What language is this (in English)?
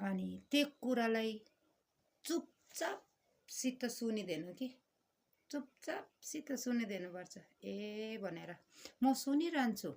Nepali